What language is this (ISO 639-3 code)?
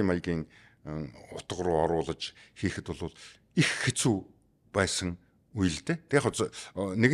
mon